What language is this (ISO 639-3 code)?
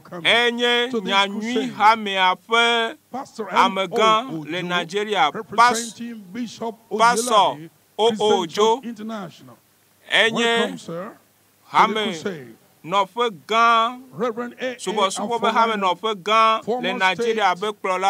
ewe